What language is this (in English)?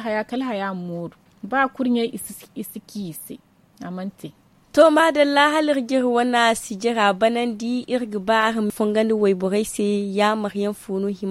Zarma